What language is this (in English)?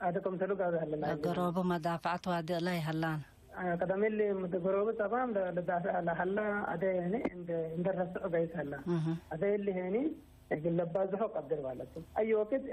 Tigre